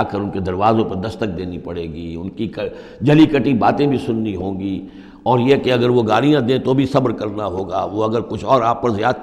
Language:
Urdu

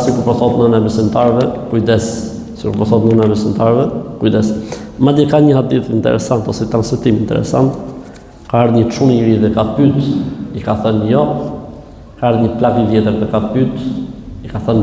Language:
Albanian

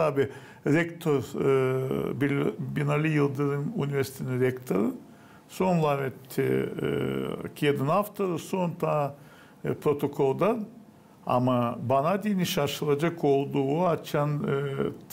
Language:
Gagauz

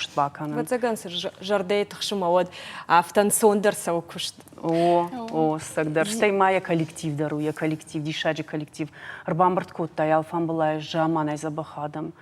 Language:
Ossetic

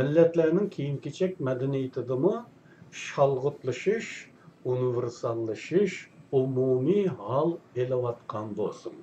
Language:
Uyghur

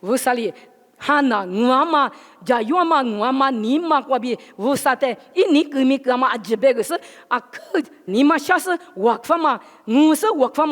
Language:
Lisu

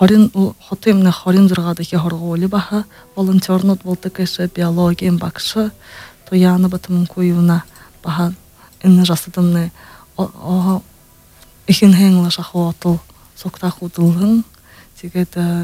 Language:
Buriat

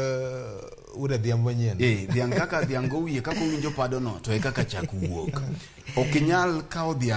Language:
Luo (Kenya and Tanzania)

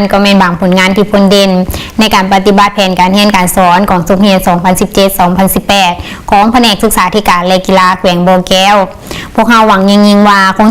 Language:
Lao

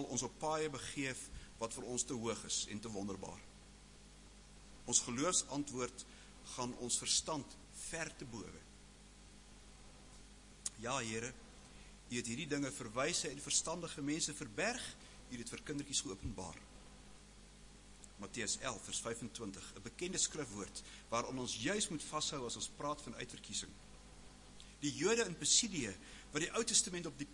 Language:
Afrikaans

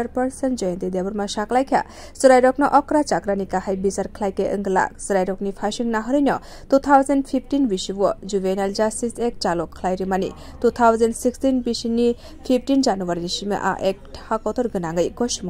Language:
Kok Borok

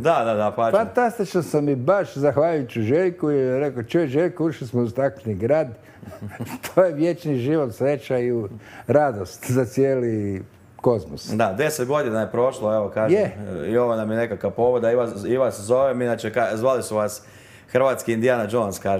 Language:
Croatian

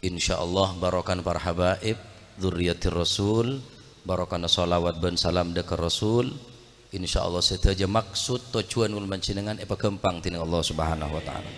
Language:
Madurese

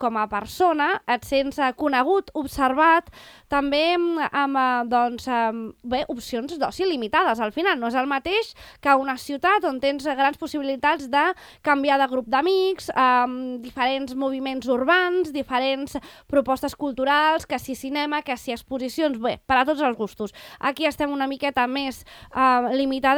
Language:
Catalan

